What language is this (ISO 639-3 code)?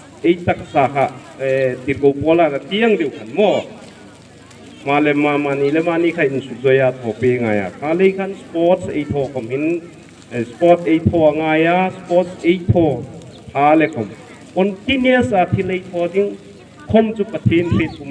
hmr